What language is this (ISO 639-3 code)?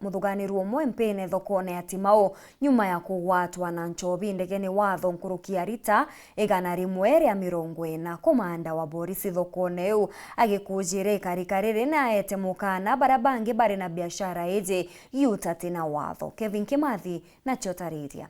mer